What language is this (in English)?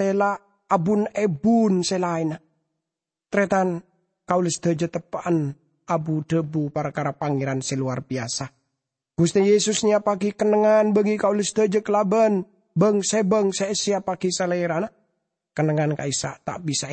Madurese